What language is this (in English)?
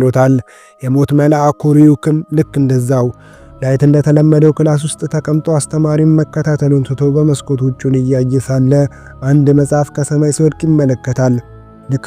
Amharic